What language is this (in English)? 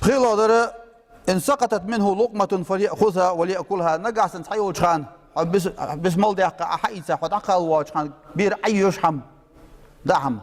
Ingush